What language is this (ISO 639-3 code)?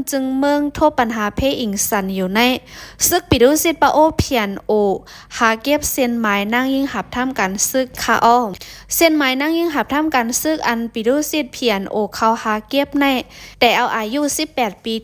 shn